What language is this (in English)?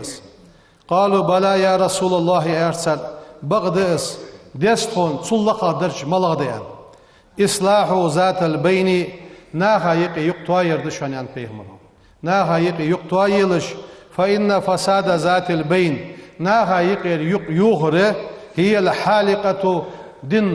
Ingush